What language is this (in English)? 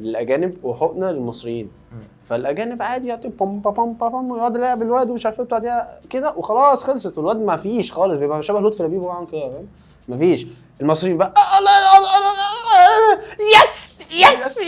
Egyptian Arabic